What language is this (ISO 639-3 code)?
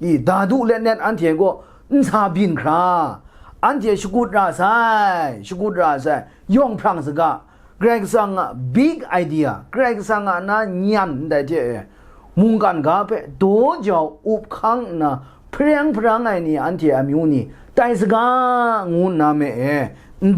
kac